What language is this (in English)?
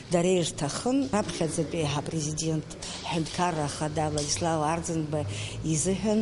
Abkhazian